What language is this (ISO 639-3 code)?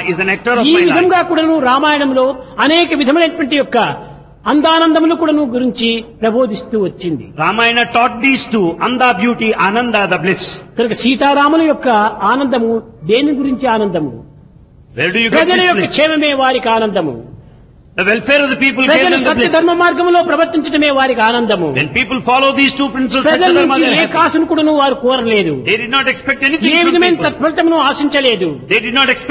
tel